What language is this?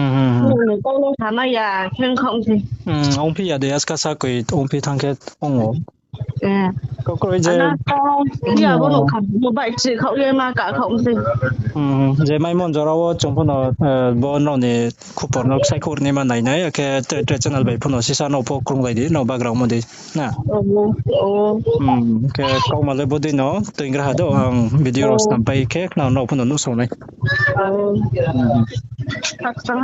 Riang (India)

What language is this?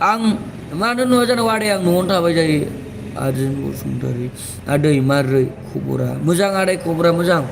Bodo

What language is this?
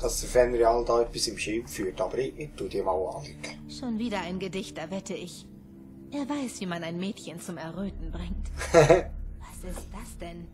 Swiss German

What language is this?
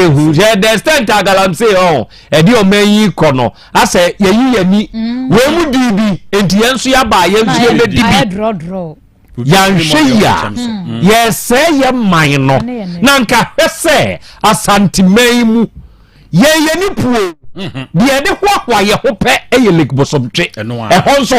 Akan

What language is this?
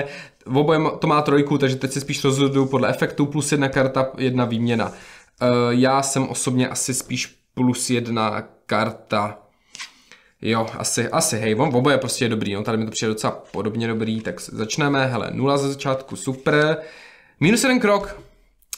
Czech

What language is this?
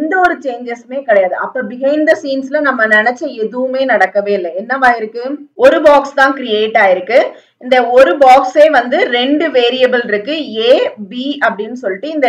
Tamil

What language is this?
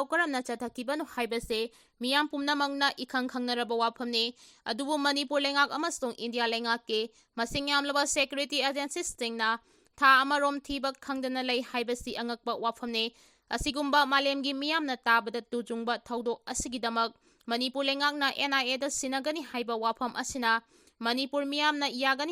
Manipuri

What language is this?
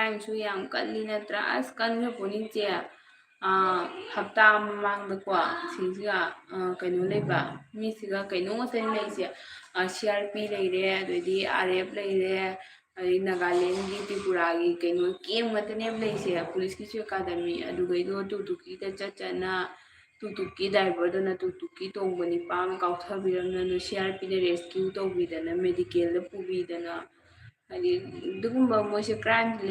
Manipuri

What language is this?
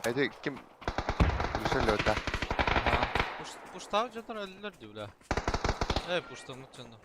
Yakut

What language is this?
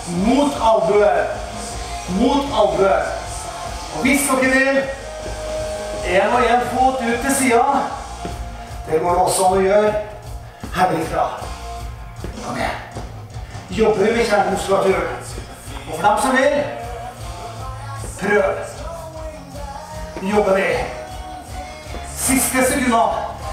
Norwegian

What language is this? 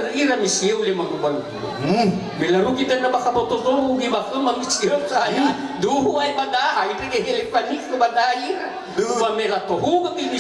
Nias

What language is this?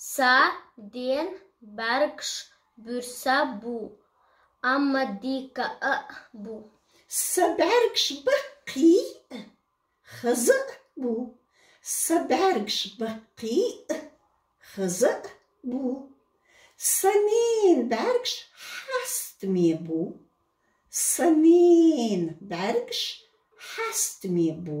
Chechen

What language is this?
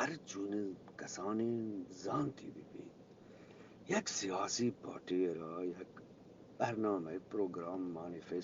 Eastern Balochi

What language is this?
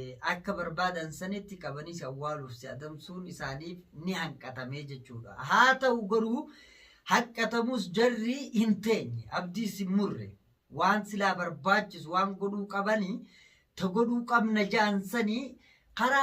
Oromo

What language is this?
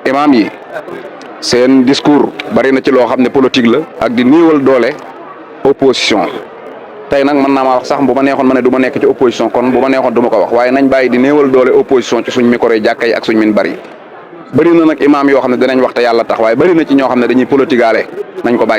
Wolof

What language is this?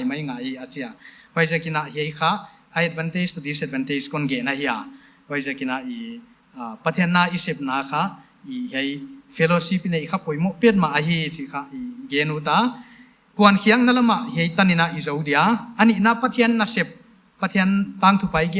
Paite Chin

